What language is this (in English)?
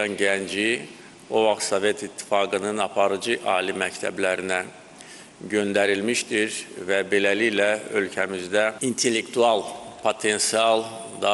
Azerbaijani